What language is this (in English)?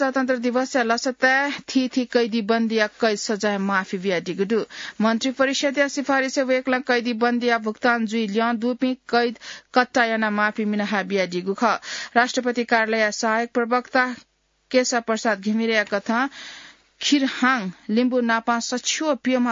Newari